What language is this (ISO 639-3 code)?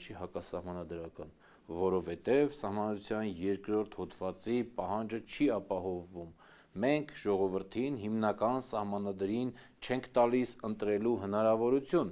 hye